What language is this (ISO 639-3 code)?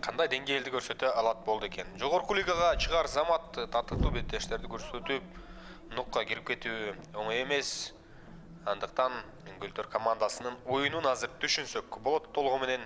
kir